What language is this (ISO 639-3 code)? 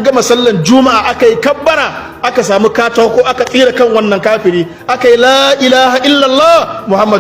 hau